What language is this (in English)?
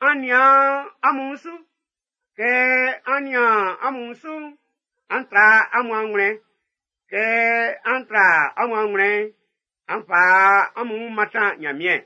Baoulé